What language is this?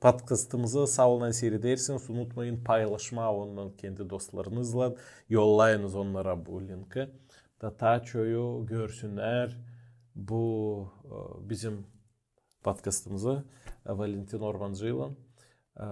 Gagauz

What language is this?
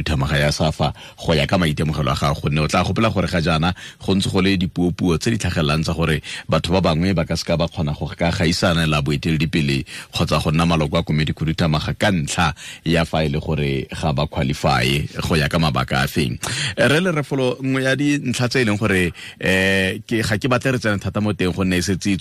Tswana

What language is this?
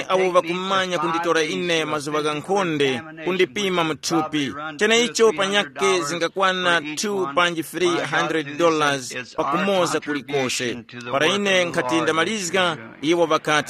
Tumbuka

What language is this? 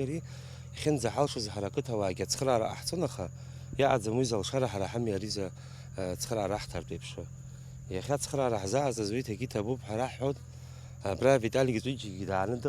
Abkhazian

